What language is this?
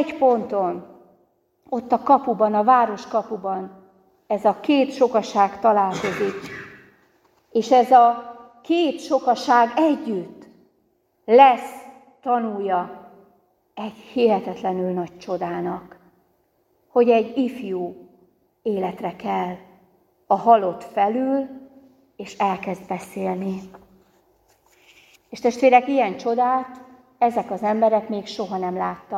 Hungarian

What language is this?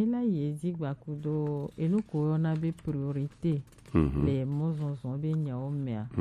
Gen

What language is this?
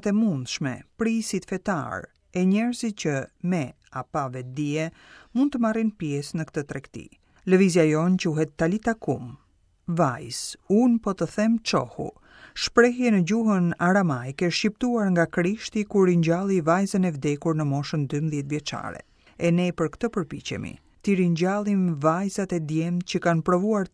Albanian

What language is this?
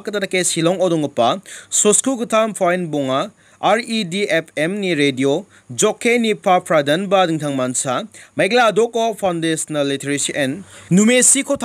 Garo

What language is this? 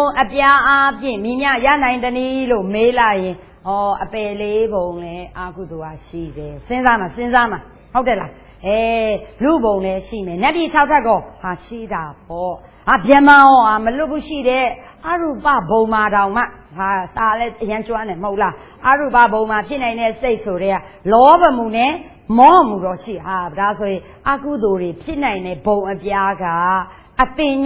Burmese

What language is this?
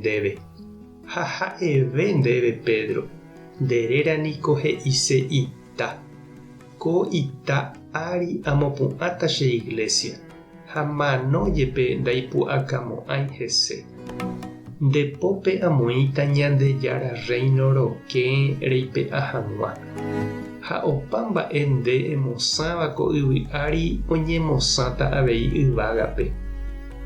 Guarani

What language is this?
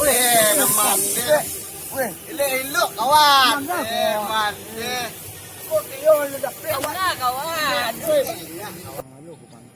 Minangkabau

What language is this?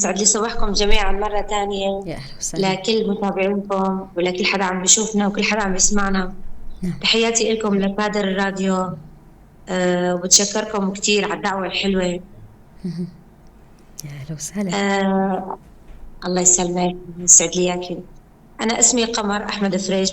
North Levantine Arabic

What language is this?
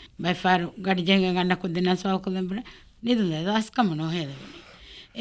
Divehi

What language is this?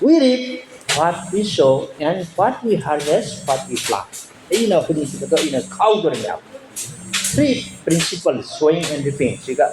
Manipuri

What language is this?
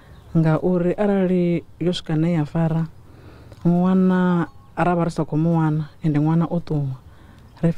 Venda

